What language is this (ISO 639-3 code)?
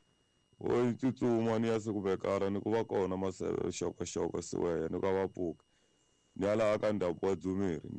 tso